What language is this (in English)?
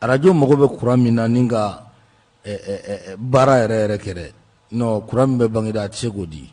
Bambara